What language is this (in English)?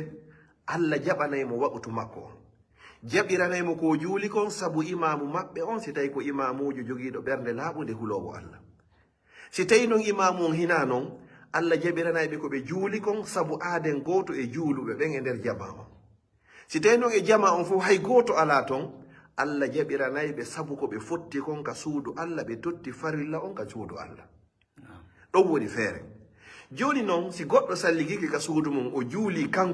Fula